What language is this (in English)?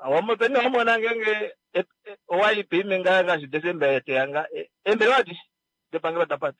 Kuanyama